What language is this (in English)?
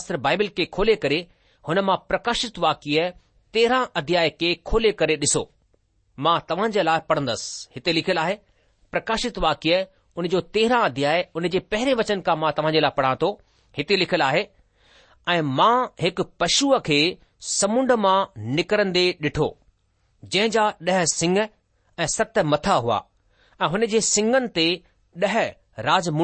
Sindhi